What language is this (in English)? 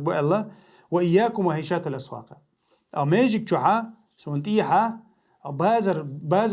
Chechen